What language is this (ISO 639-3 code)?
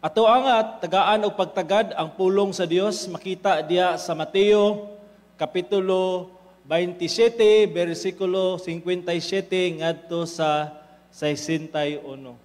ceb